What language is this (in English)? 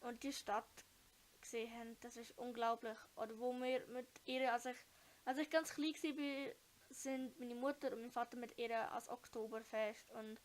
Swiss German